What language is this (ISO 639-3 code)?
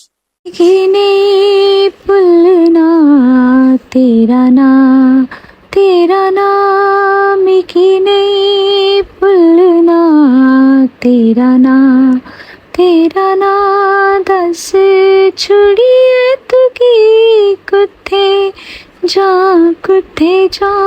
doi